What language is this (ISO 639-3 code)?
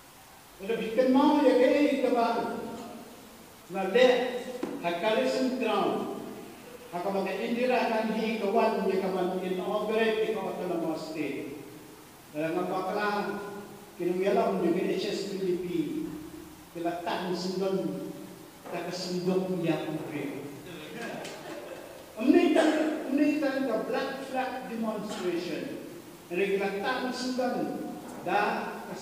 kha